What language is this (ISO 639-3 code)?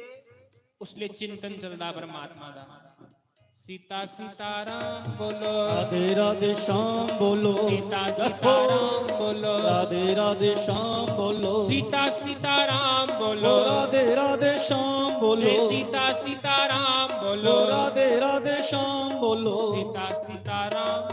doi